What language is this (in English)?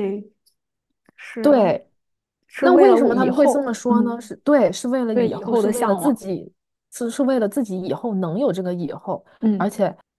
Chinese